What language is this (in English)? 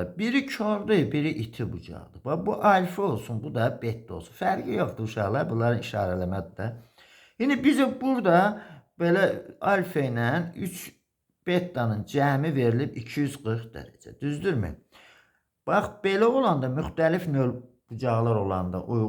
Azerbaijani